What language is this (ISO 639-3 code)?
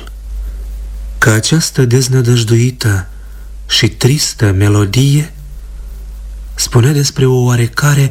ron